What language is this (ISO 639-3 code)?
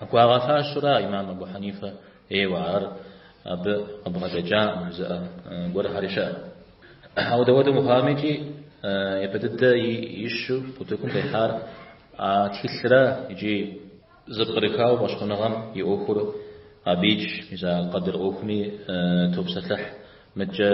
kbd